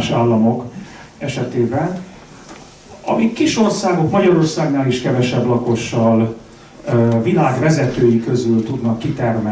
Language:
Hungarian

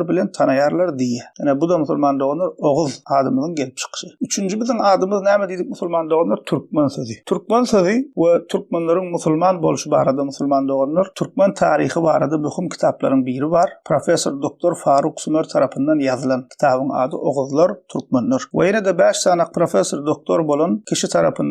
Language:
Turkmen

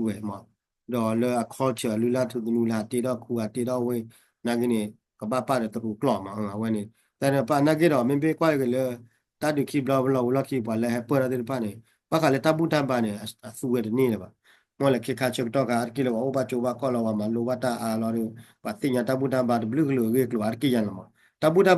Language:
S'gaw Karen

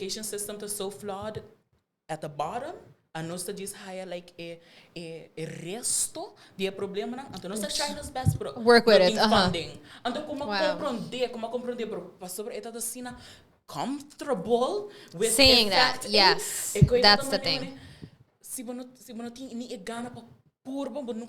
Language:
Papiamento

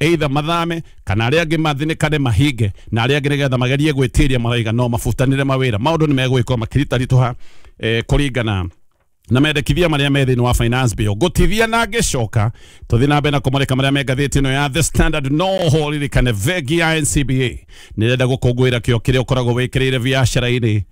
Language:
Kikuyu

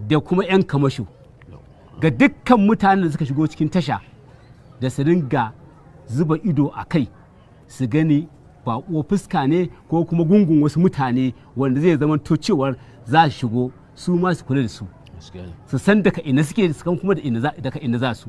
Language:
Hausa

